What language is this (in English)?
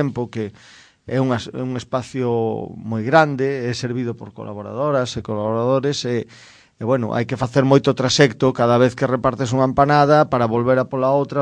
Galician